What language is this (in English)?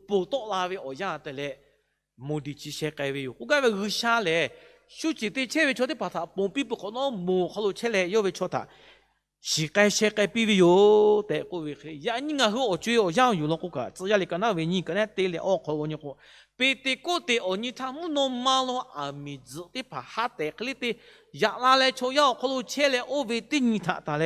Lahu